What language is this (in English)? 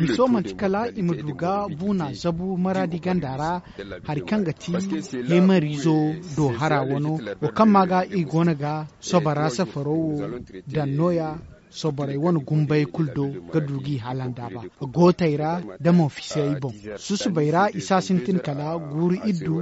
Zarma